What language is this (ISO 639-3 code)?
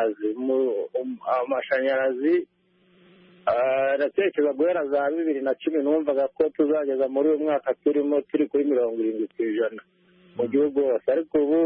kin